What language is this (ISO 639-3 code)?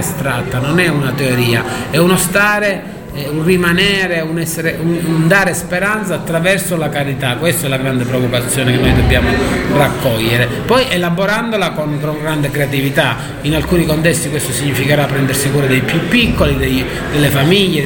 ita